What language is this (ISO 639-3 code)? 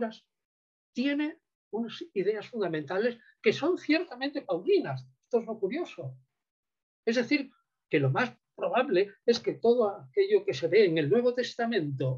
spa